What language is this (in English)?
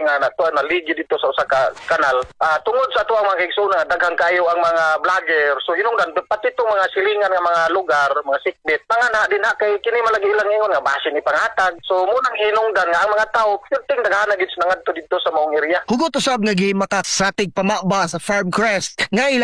Cebuano